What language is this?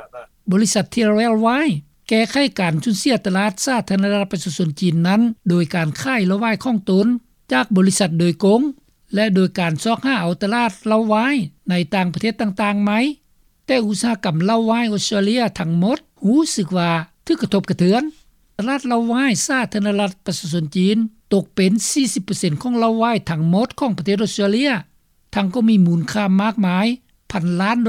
Lao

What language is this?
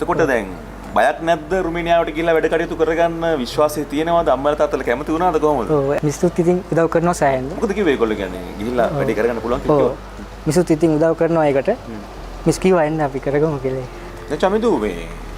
Sinhala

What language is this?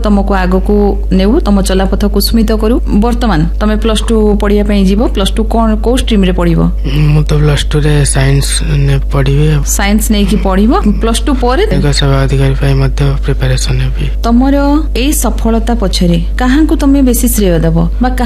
Odia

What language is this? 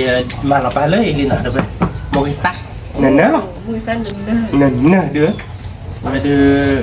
S'gaw Karen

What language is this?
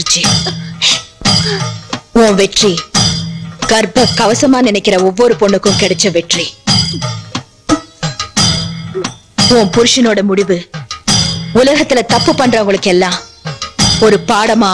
Tamil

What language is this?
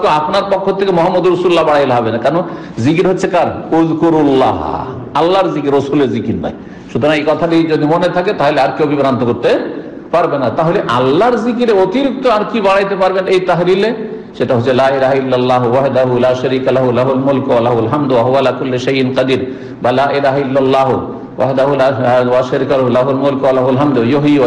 Bangla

